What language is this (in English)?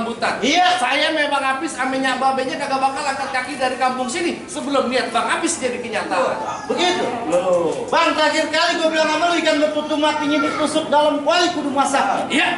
Betawi